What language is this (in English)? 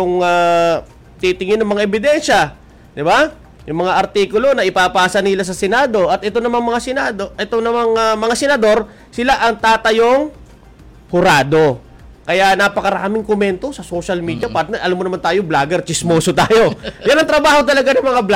Filipino